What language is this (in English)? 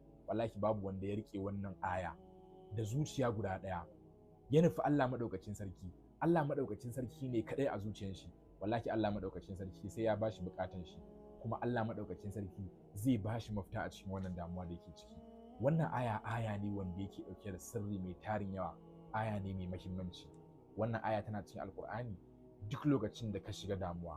Hausa